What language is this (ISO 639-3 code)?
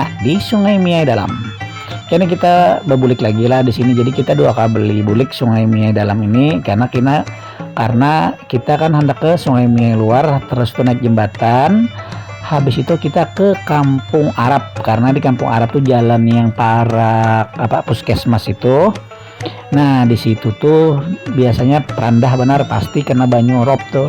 bjn